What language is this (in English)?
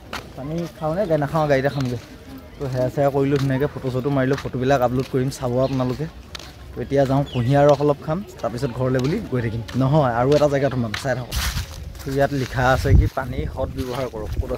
Assamese